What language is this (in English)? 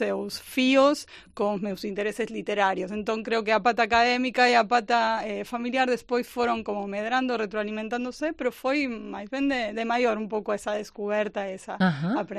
Galician